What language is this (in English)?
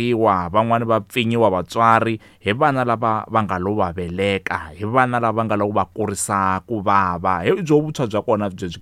Tsonga